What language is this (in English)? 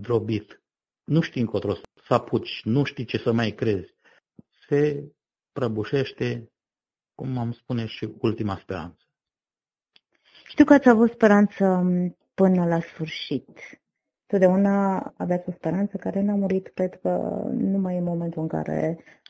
Romanian